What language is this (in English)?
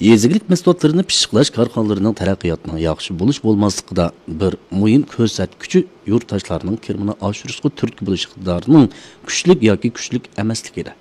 Uyghur